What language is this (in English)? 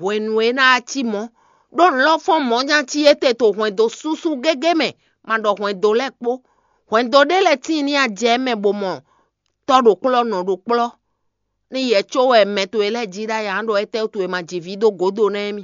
Fon